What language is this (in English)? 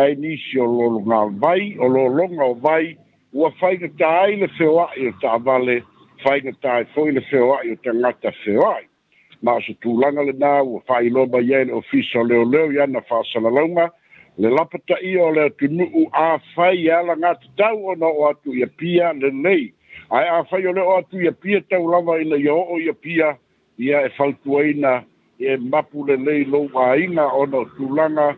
Samoan